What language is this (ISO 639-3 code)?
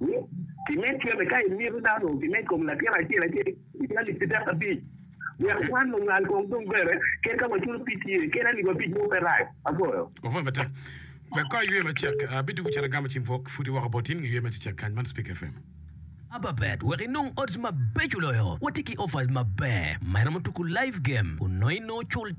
ach